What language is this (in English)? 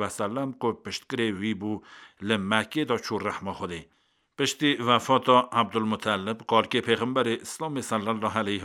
Kurdish